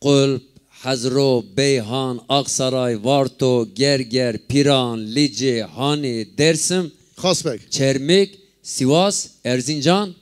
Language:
Zaza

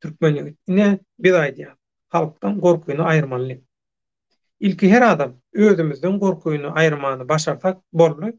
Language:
Turkmen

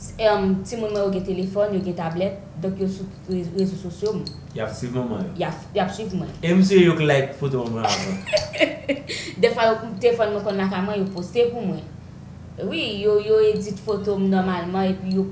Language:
Haitian Creole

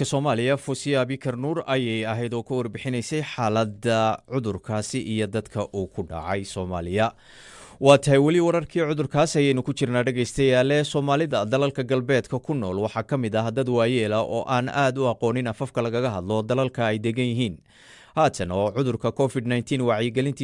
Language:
Somali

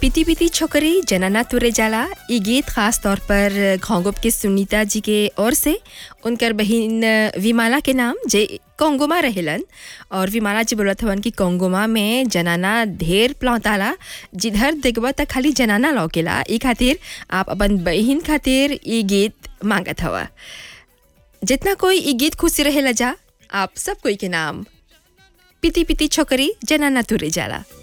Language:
Bhojpuri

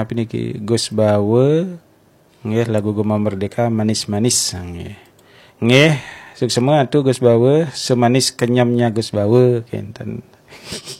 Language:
Balinese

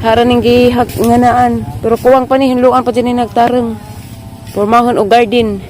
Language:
Cebuano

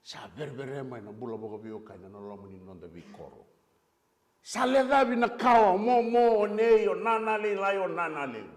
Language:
Fijian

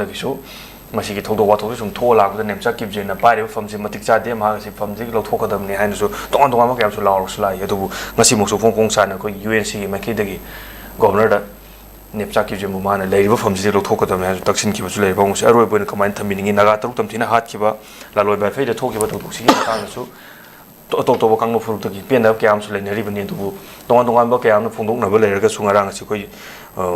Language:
Manipuri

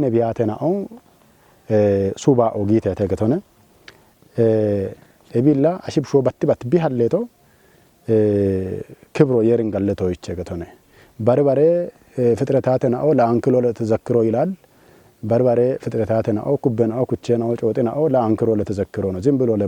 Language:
Kafa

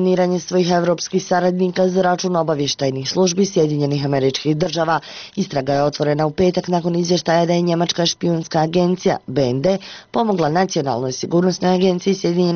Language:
Bosnian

